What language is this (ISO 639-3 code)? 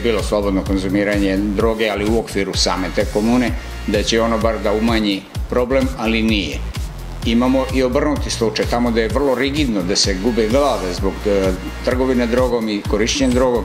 srp